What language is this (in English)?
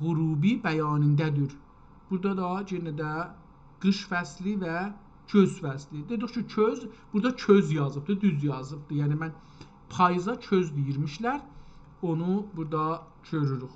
South Azerbaijani